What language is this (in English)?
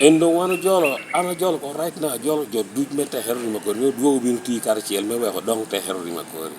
Lango (Uganda)